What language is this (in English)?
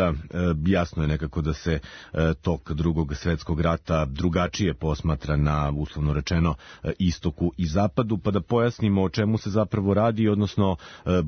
Serbian